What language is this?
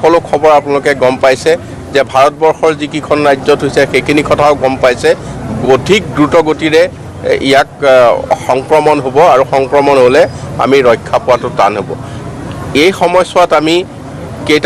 Assamese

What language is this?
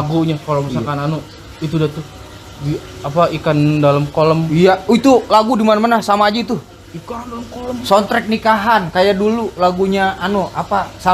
Betawi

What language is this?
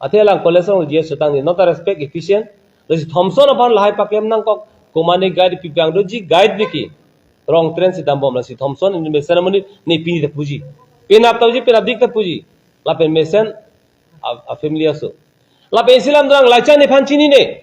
Karbi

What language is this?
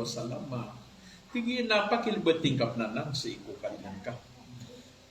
Maranao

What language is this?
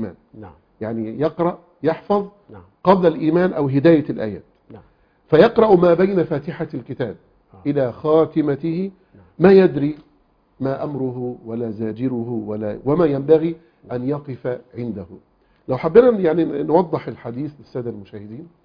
Arabic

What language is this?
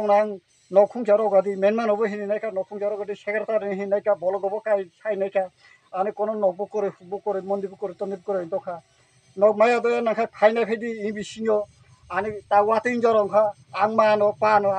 Kok Borok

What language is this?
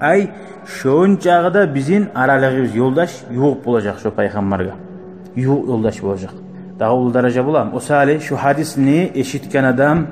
Kumyk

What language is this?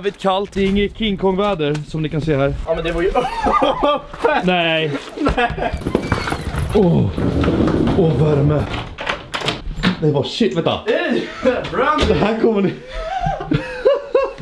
Swedish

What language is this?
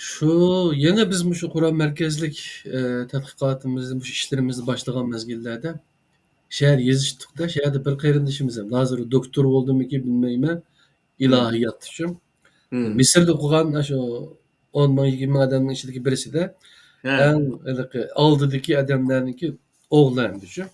Uyghur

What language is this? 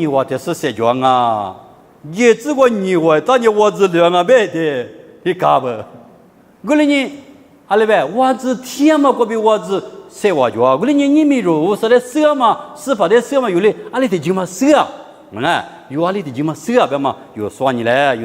Lisu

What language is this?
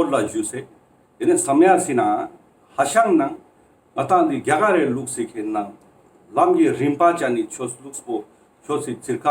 Ladakhi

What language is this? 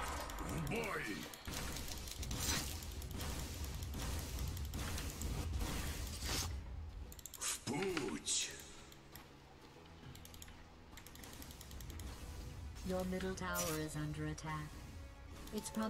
Russian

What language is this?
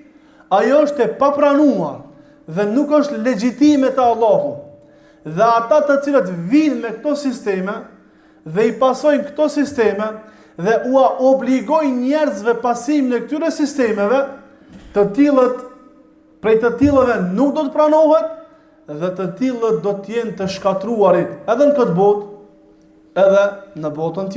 Albanian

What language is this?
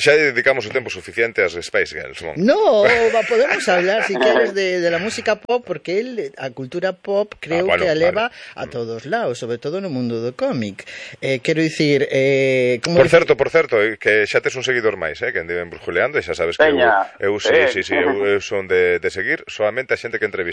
Galician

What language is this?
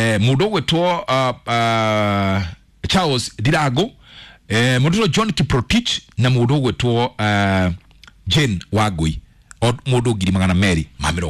Kikuyu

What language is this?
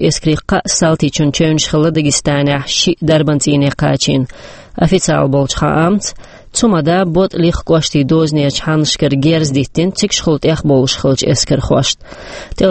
Chechen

